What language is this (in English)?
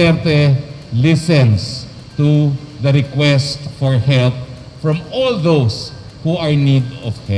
Hiligaynon